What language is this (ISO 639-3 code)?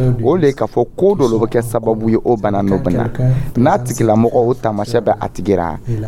dyu